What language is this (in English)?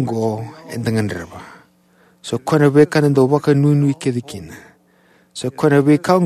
Fijian